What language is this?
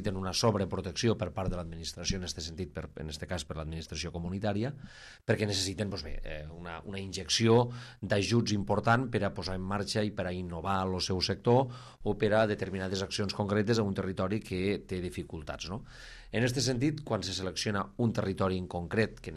Catalan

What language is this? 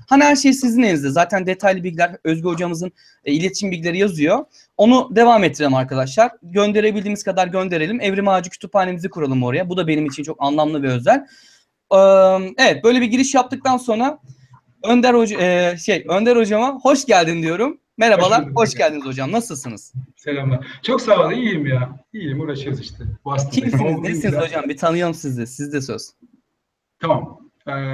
Turkish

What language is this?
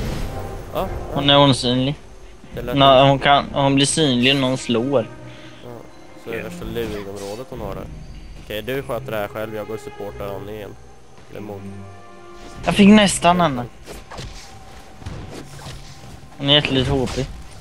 Swedish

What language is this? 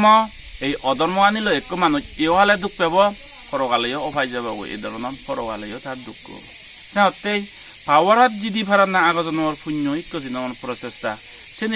Chakma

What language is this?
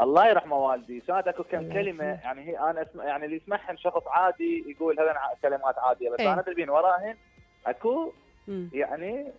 Mesopotamian Arabic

